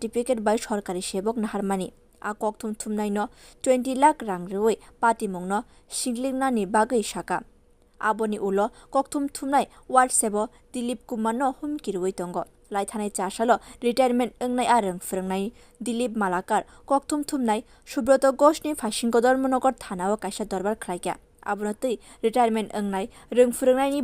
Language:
Kok Borok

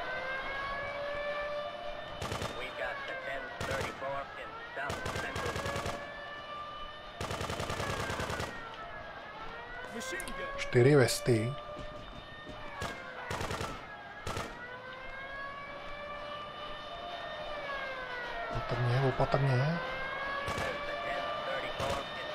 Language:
Czech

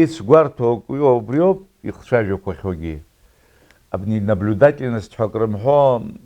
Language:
Abkhazian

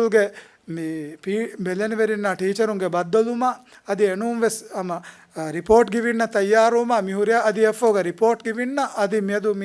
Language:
Divehi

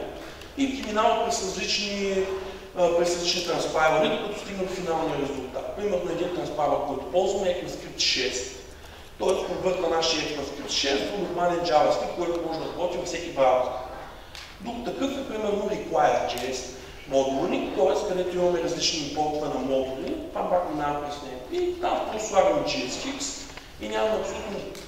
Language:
Bulgarian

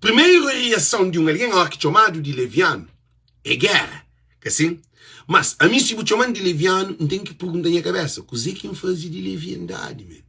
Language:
Kabuverdianu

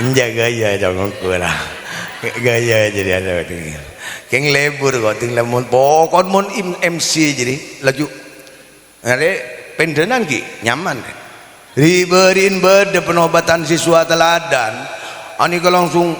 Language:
Madurese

